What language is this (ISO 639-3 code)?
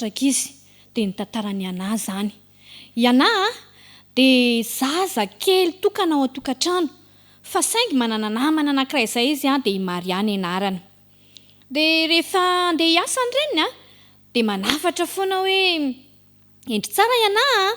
mlg